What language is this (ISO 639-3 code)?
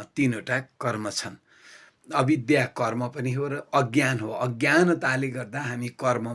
nep